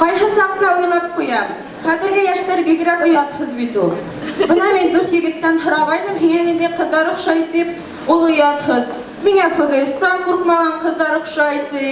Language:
Bashkir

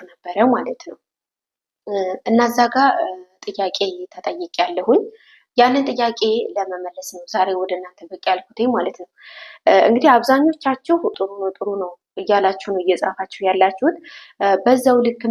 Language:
Amharic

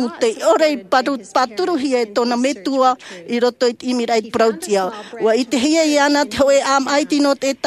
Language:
Tahitian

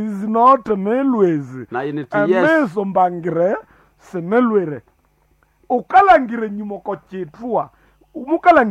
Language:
Nande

